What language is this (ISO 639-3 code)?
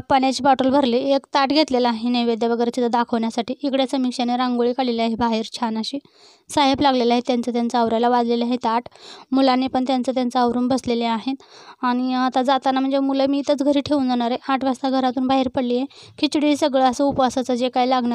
mar